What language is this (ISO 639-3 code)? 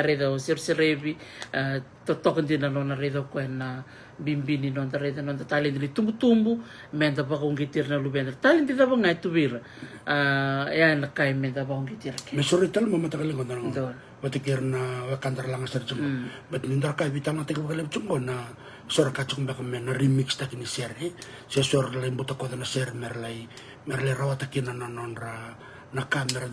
fij